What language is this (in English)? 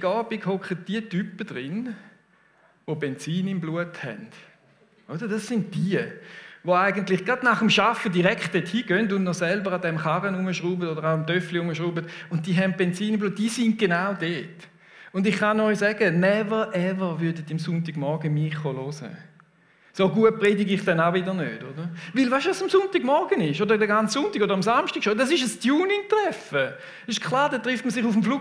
Swiss German